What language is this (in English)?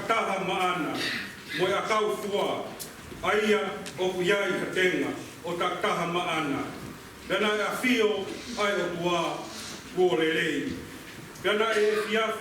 Tongan